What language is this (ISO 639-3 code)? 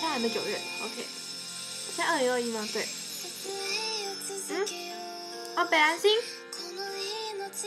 zho